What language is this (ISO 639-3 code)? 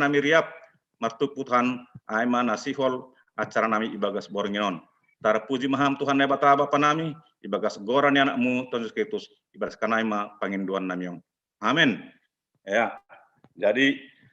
bts